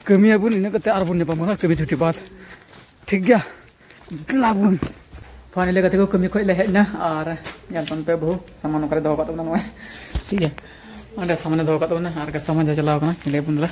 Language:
Santali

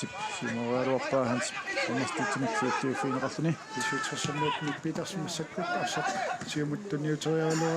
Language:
Kalaallisut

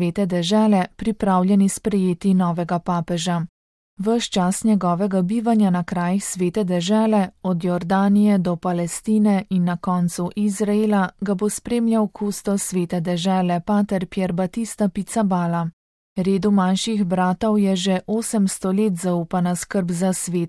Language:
Slovenian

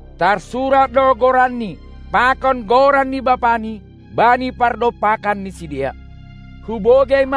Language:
Batak Simalungun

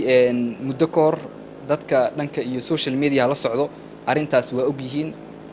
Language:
Somali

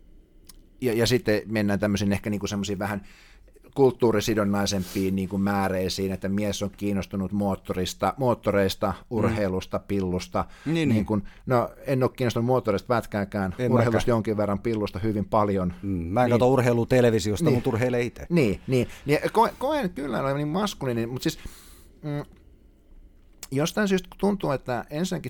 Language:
Finnish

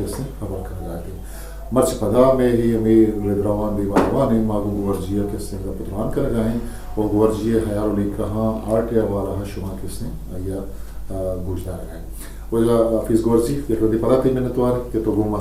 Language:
Eastern Balochi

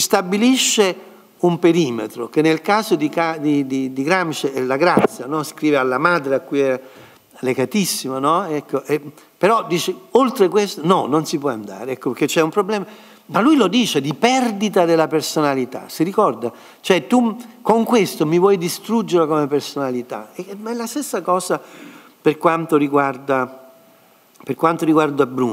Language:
Italian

